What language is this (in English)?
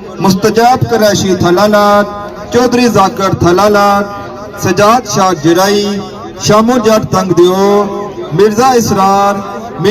Pahari-Potwari